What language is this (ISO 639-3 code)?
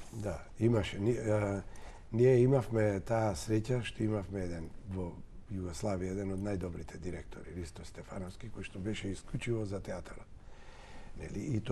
mkd